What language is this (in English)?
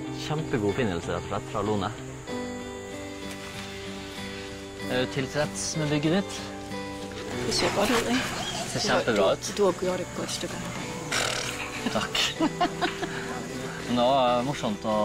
Norwegian